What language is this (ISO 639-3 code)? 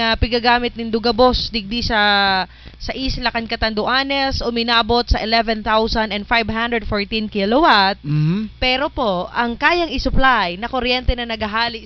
bln